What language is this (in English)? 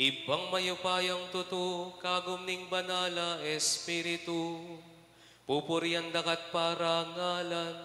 Pampanga